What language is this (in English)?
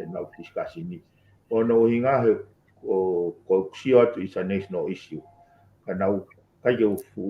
Tongan